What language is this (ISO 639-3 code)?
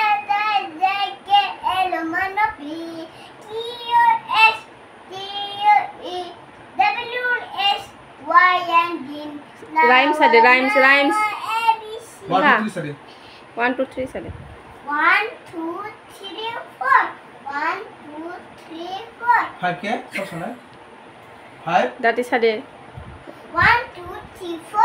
trp